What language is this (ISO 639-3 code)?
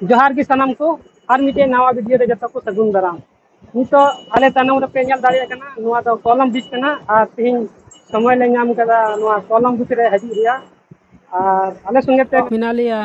sat